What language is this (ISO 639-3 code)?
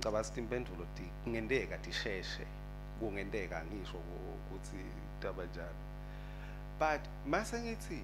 ssw